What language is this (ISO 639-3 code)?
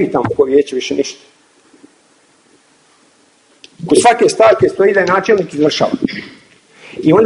bos